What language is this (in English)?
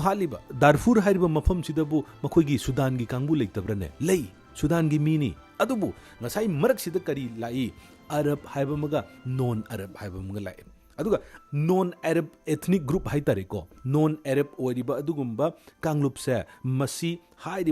Manipuri